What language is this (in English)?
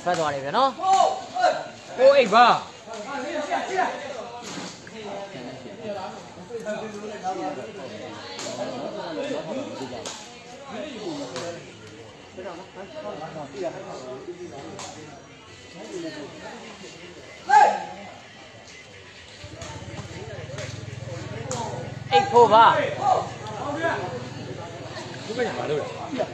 Burmese